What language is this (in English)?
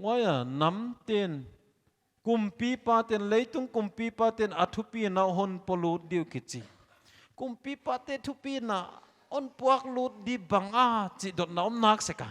Paite Chin